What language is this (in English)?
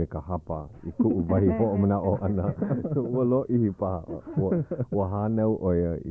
Hawaiian